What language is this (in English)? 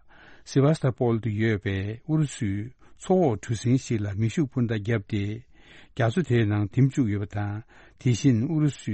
Tibetan